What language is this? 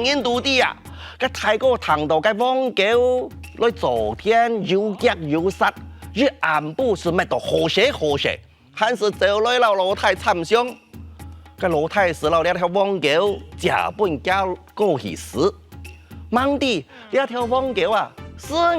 Hakka Chinese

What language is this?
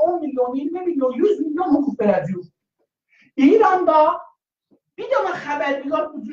South Azerbaijani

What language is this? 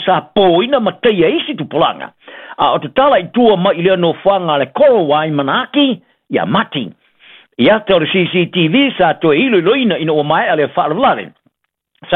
Samoan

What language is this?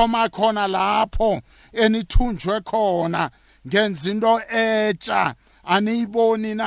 South Ndebele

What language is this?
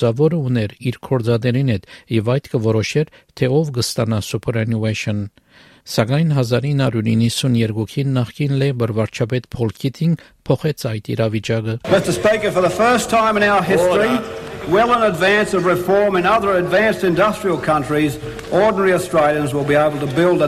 Armenian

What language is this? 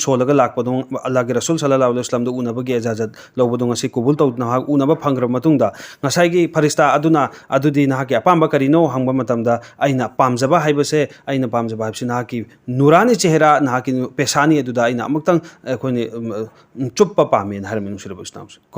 Manipuri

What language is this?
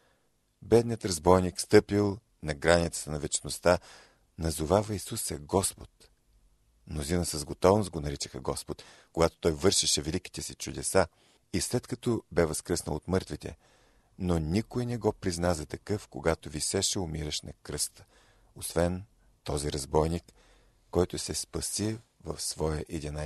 Bulgarian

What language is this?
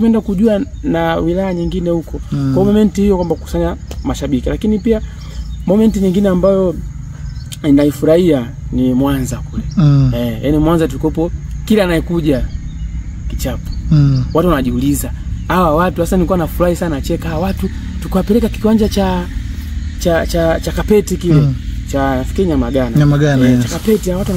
Swahili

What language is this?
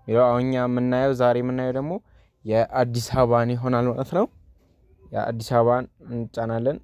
Amharic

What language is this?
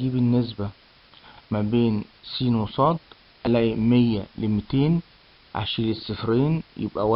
Egyptian Arabic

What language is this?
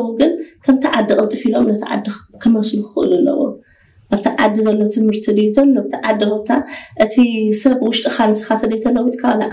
Tigrinya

